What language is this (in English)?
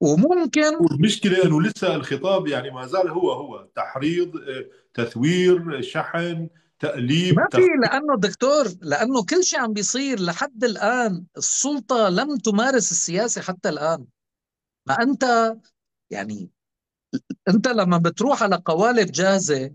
North Levantine Arabic